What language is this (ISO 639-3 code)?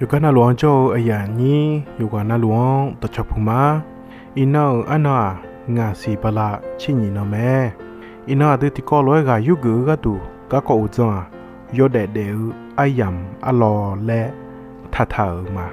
ahk